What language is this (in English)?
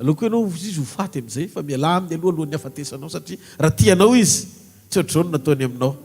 Malagasy